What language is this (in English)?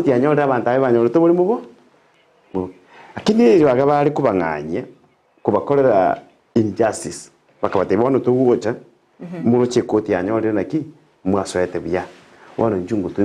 Gusii